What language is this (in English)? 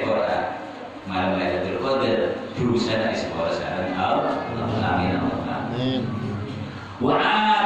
Madurese